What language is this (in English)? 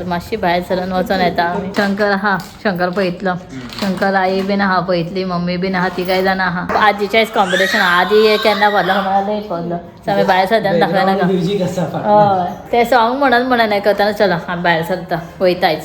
Konkani